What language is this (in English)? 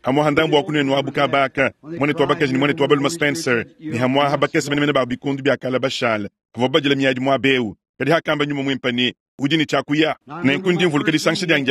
Luba-Lulua